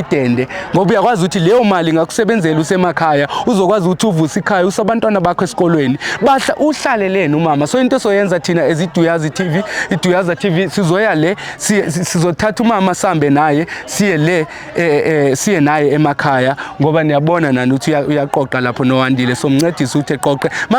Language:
Zulu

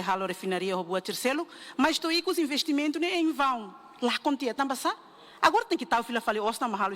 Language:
Tetum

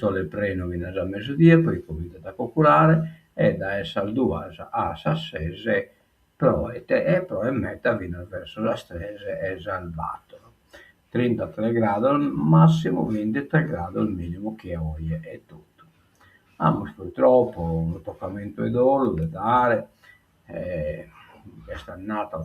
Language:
Sardinian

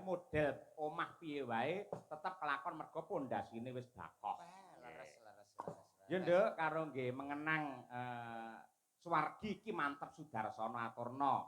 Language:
Javanese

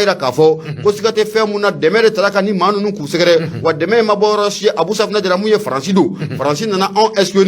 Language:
Bambara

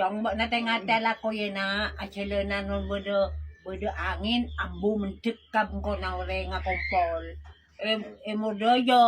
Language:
Madurese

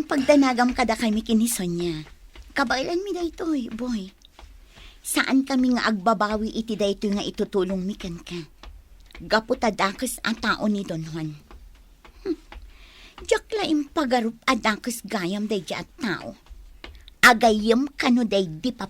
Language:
Iloko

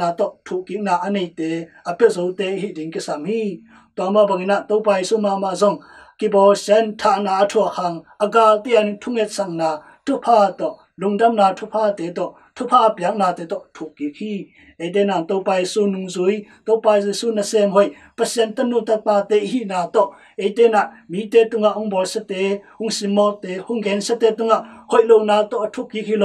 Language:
Tedim Chin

